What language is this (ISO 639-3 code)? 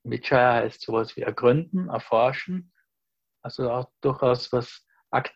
deu